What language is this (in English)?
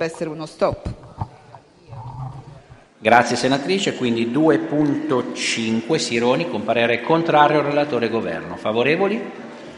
Italian